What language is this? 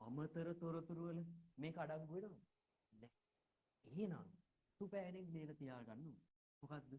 Sinhala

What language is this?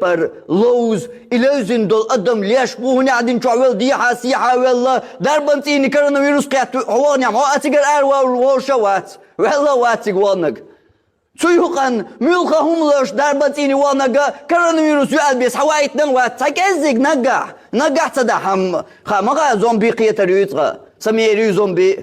Chechen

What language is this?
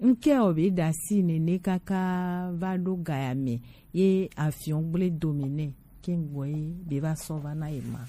Gen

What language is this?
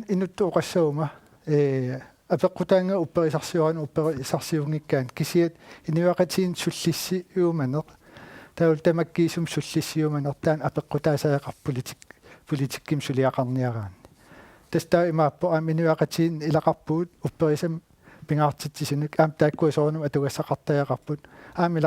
Kalaallisut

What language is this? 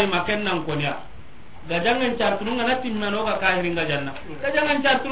Soninke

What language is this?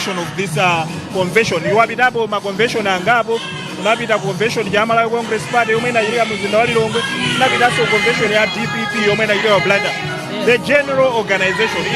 Nyanja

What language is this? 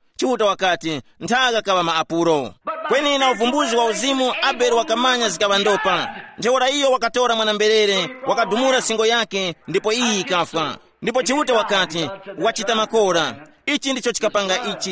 Tumbuka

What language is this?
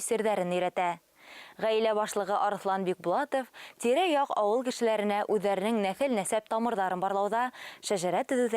Bashkir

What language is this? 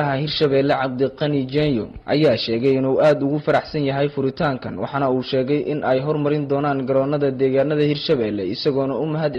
Somali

